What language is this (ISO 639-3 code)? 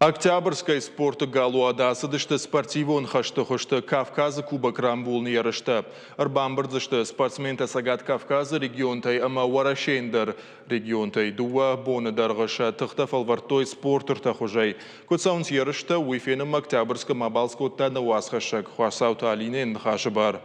oss